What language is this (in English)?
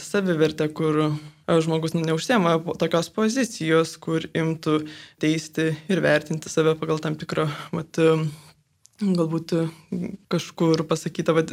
Lithuanian